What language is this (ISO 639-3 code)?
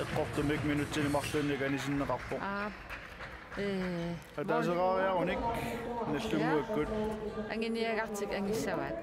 kal